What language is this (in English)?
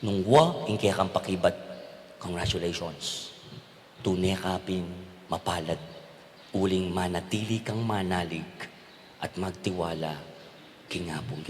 Pampanga